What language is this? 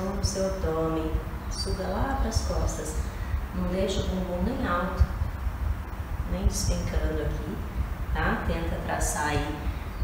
Portuguese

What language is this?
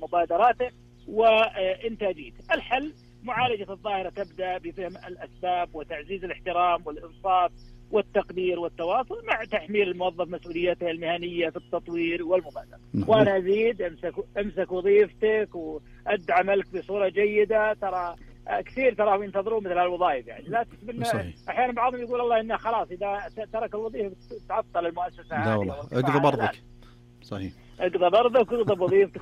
Arabic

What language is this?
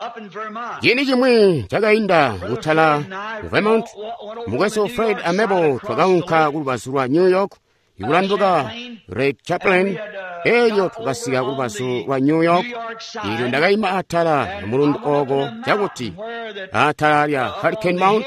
Tonga (Zambia)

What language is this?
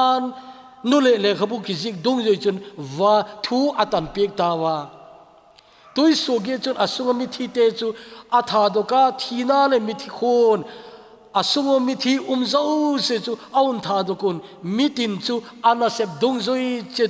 Thado Chin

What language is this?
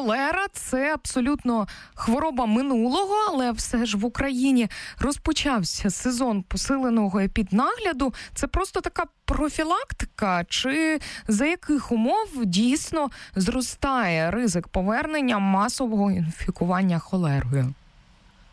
Ukrainian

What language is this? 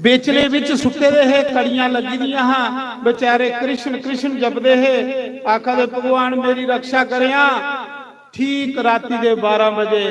Dogri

